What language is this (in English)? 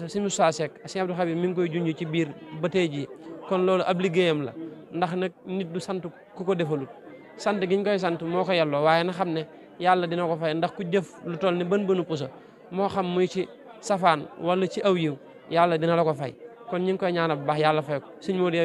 Wolof